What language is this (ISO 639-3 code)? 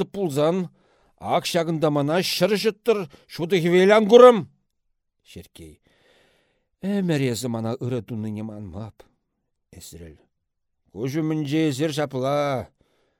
chv